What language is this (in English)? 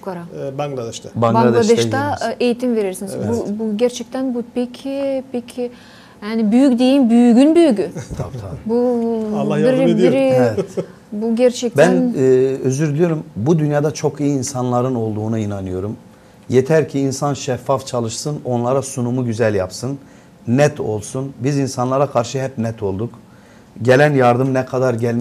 Gagauz